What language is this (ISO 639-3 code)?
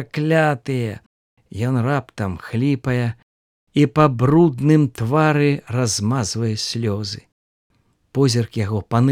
bel